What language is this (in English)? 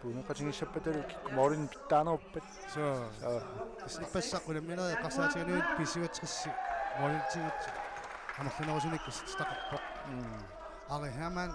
Kalaallisut